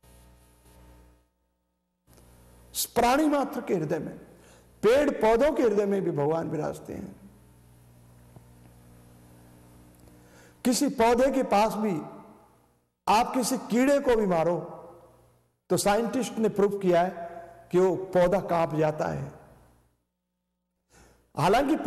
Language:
Hindi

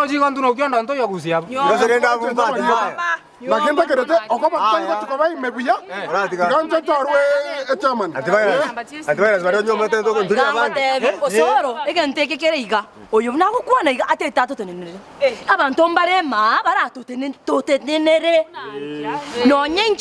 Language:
Gusii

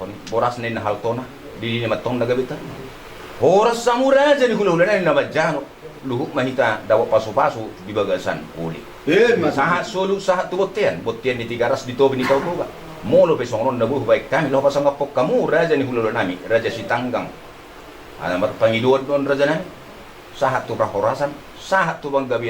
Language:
Batak Toba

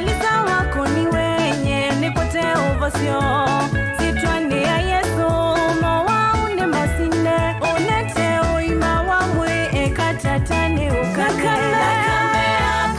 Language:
Kamba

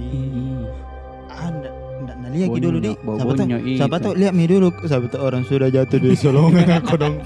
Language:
Makassar Malay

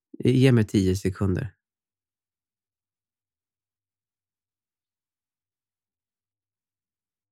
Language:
Swedish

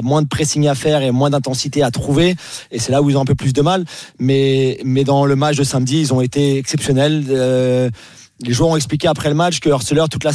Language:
French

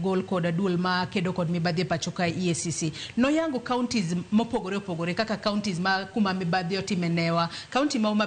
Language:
Luo (Kenya and Tanzania)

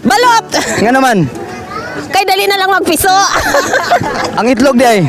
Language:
Cebuano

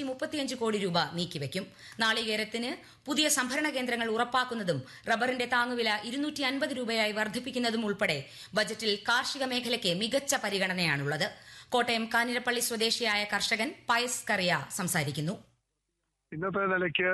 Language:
Malayalam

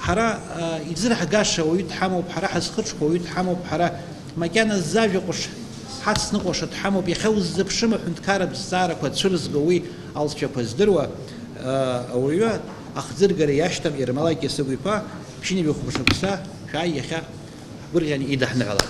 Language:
Abkhazian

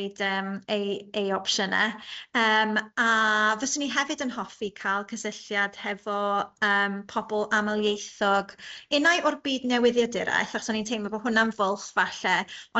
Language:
Welsh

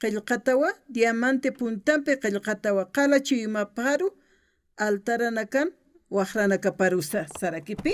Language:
Aymara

